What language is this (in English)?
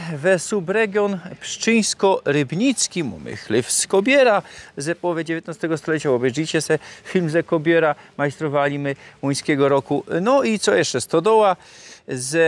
Silesian